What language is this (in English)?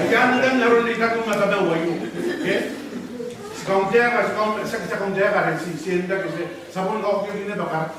Gilbertese